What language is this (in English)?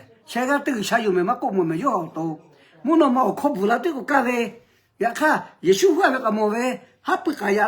Lahu